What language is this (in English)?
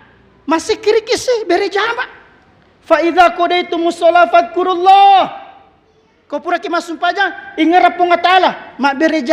Buginese